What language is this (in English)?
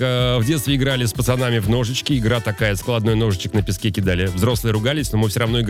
Russian